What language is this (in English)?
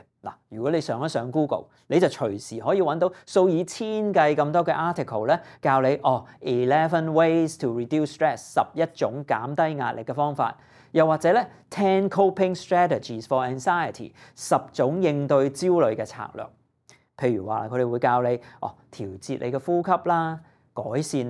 Cantonese